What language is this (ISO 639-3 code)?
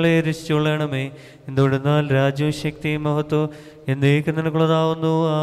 mal